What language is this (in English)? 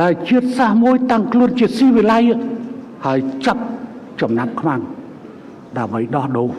Khmer